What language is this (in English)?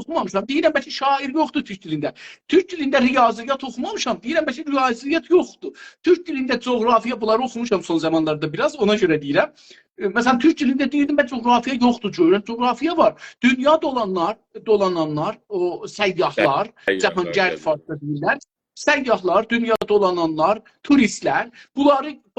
South Azerbaijani